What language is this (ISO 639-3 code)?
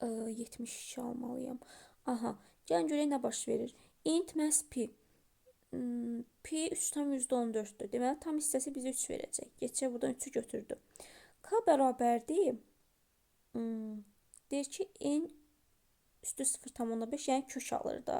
aze